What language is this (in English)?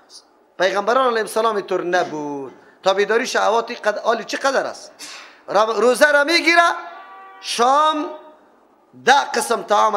Persian